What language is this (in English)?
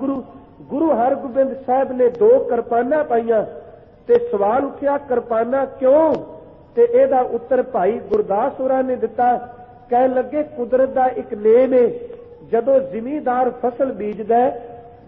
Punjabi